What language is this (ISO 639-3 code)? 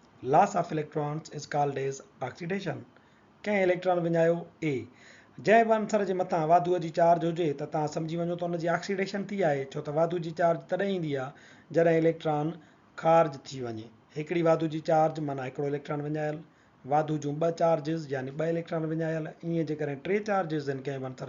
snd